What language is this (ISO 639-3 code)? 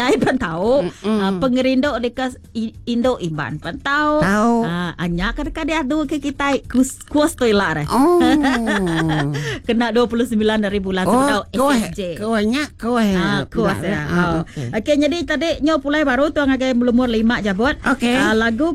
iba